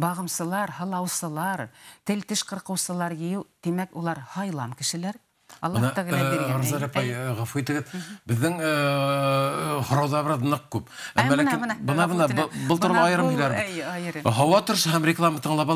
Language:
Bashkir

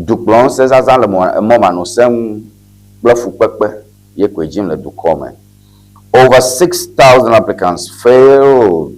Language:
Ewe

